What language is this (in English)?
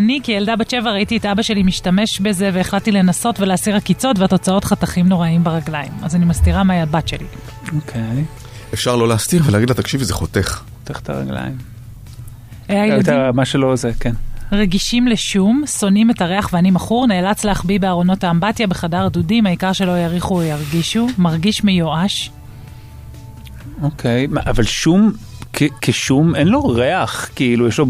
Hebrew